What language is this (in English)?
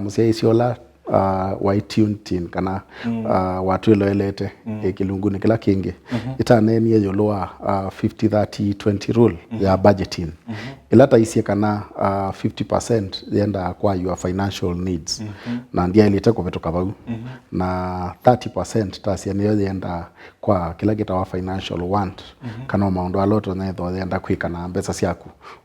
Kamba